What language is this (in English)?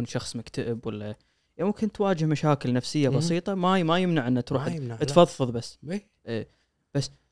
Gulf Arabic